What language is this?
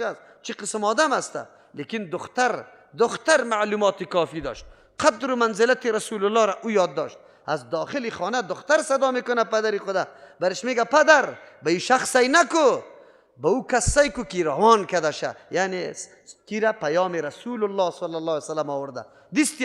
Persian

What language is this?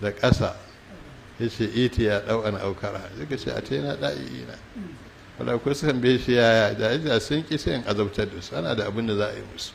Hausa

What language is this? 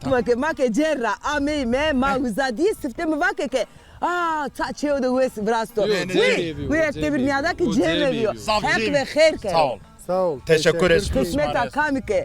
Zaza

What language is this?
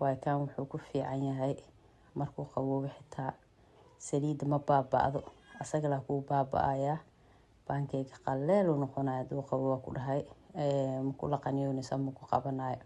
Somali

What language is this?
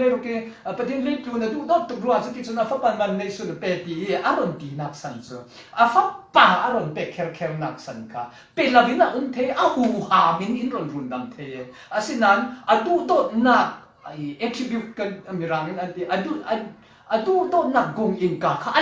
Falam Chin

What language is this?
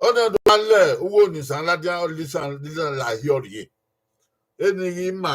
Bini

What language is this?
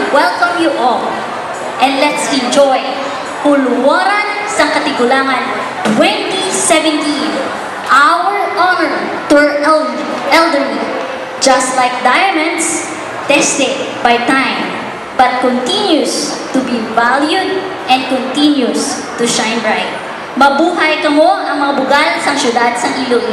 Hiligaynon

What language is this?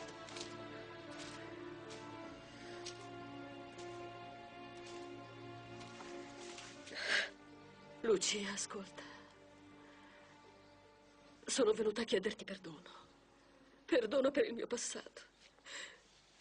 Italian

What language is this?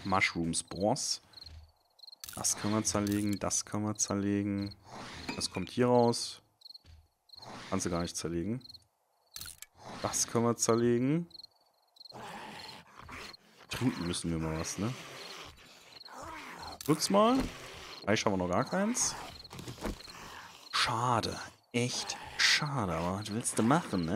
German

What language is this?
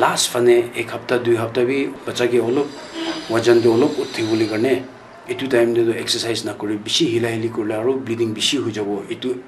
Naga Pidgin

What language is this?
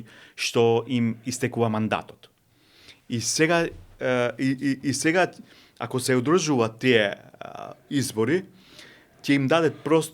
Macedonian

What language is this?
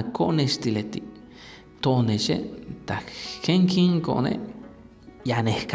Yucateco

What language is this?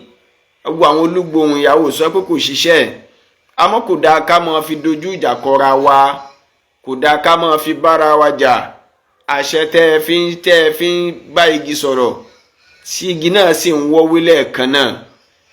Yoruba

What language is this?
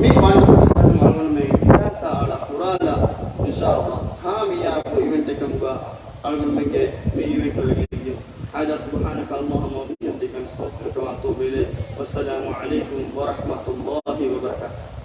Divehi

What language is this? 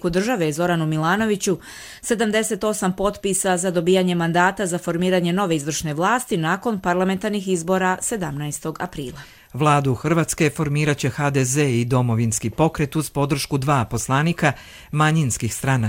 Croatian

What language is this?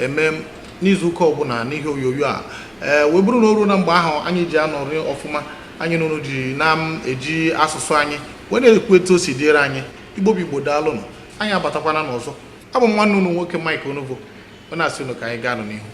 Igbo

